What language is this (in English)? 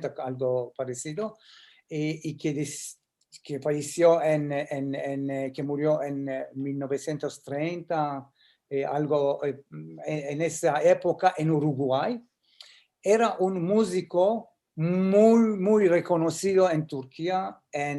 Ladino